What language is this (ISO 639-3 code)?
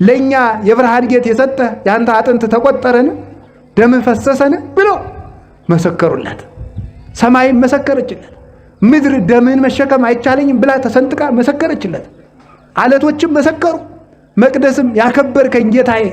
amh